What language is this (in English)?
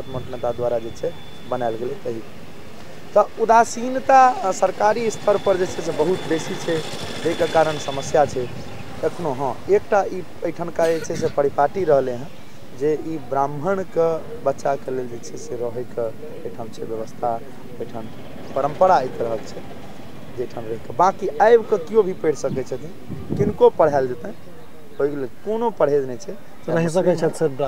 Maithili